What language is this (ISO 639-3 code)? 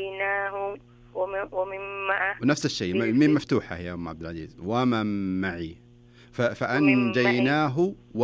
ars